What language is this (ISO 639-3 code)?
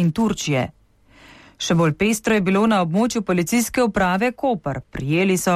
slv